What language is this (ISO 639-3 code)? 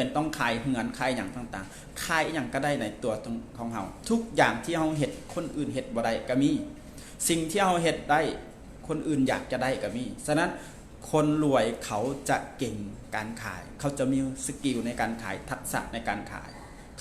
lao